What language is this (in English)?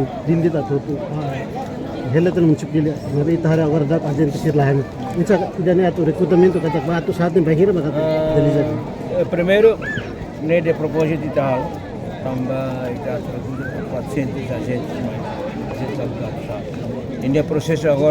Tetum